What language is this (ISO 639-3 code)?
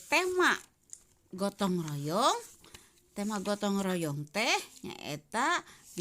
sun